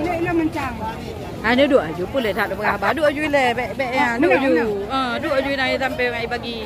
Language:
Achinese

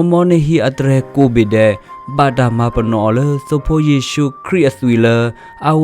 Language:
S'gaw Karen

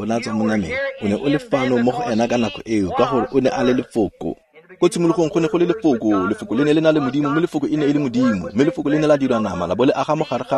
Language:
Tswana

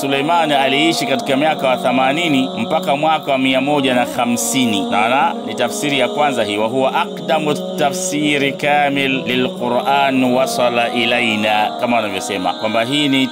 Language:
Swahili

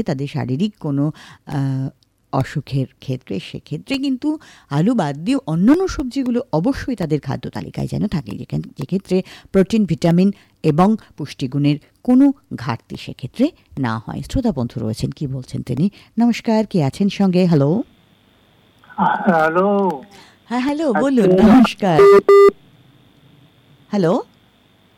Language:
Bangla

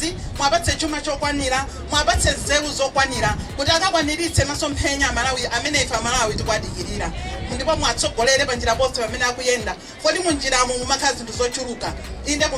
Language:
Nyanja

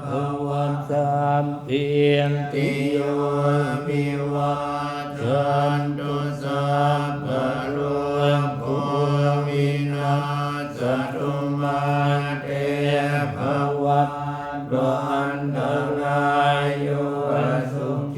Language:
Pali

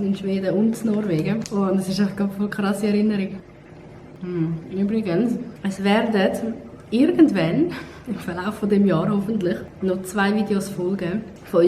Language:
Swiss German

